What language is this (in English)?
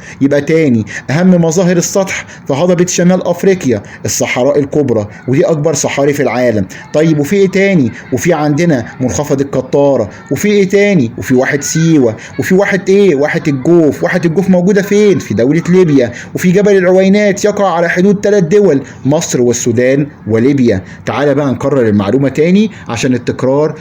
Egyptian Arabic